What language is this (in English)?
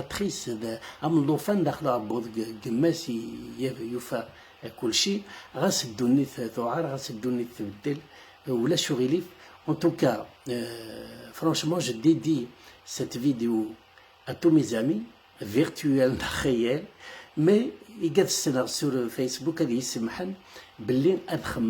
Kabyle